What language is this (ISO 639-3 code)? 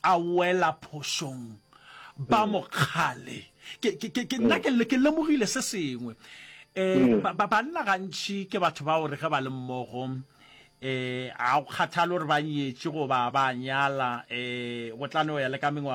nso